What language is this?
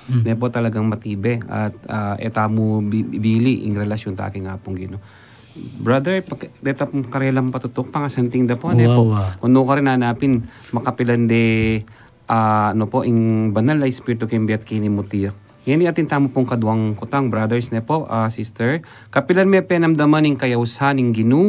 Pampanga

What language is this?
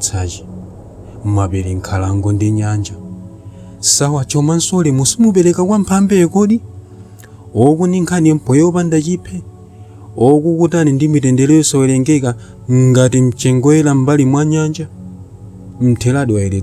Nyanja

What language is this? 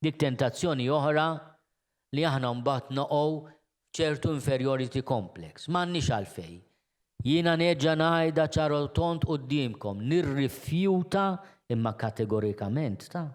Maltese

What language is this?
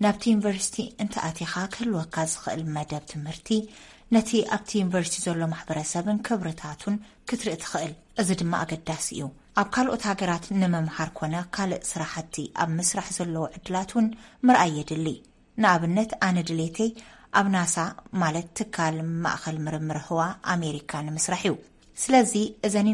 Tigrinya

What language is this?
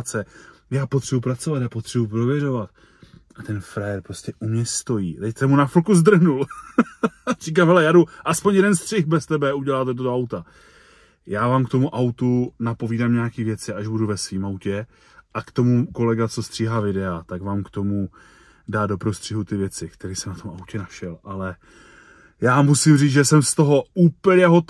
Czech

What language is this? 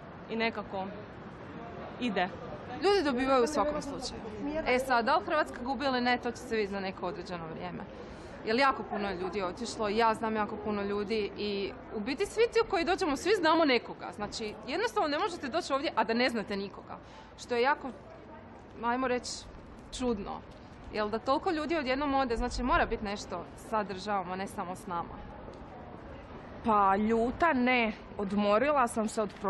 Croatian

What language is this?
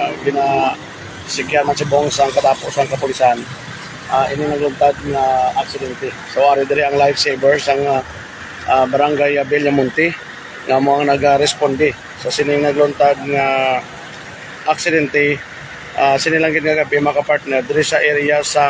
Hiligaynon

